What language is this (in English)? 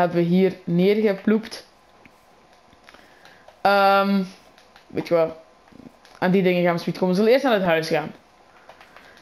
Dutch